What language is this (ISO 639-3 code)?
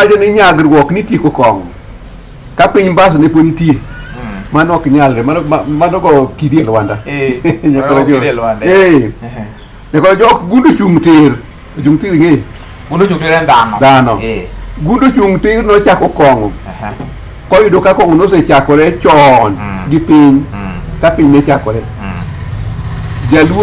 luo